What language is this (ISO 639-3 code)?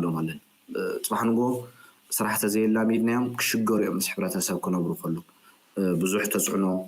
tir